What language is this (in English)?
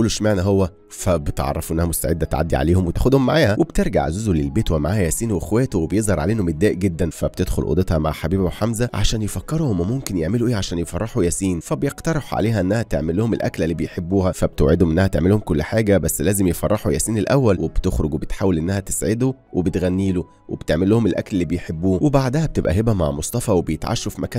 Egyptian Arabic